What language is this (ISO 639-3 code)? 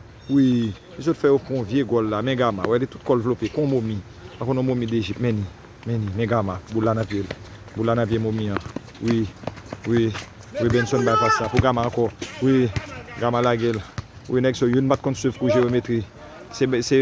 hat